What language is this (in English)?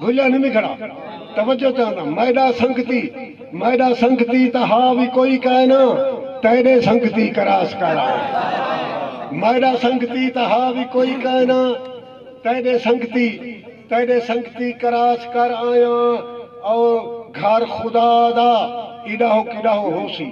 Saraiki